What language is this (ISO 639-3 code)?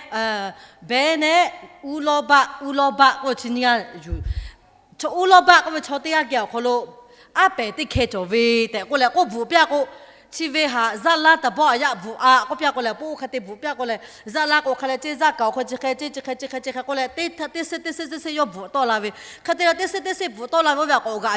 lhu